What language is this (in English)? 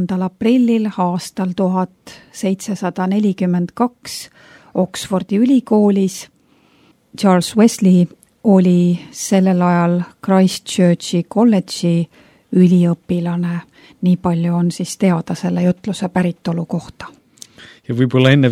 Estonian